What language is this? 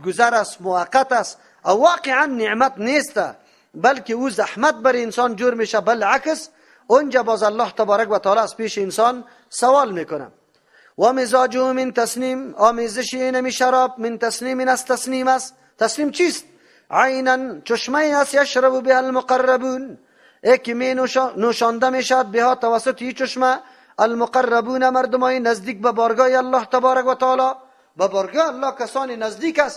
Persian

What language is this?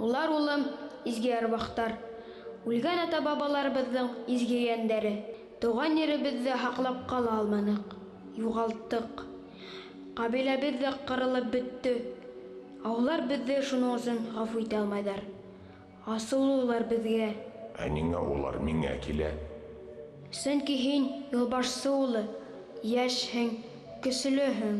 Bashkir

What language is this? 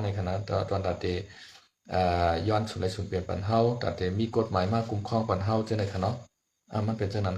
Shan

